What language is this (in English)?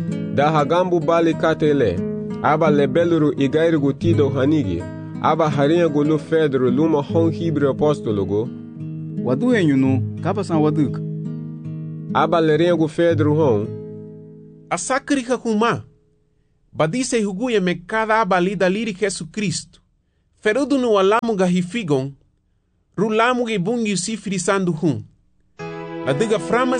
Garifuna